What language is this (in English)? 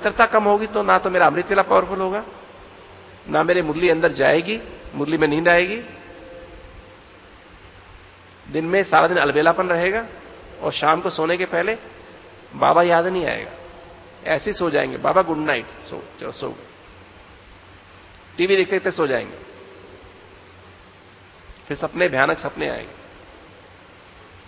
Hindi